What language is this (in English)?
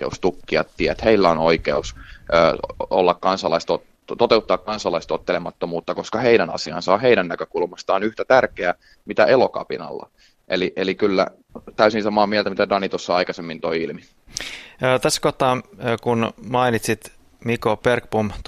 Finnish